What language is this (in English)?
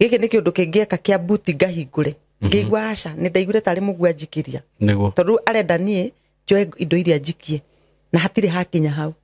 Kikuyu